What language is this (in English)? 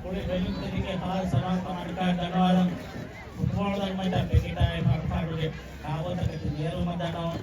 Divehi